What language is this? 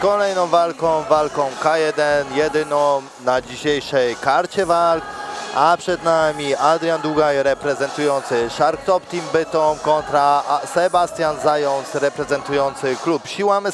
Polish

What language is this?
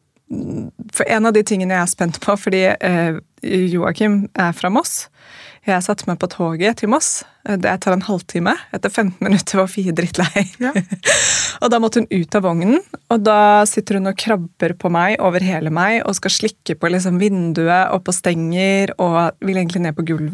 Norwegian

